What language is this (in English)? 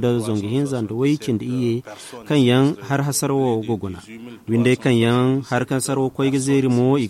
Zarma